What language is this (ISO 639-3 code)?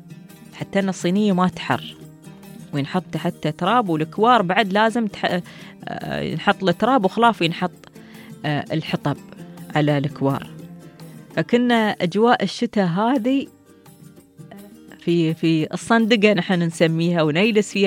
afb